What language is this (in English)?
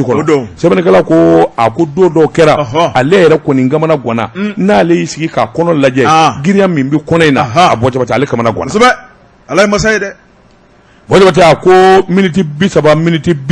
Bambara